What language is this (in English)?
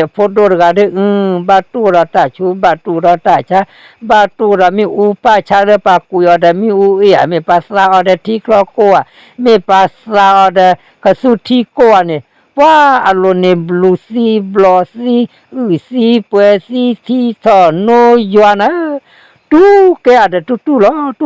S'gaw Karen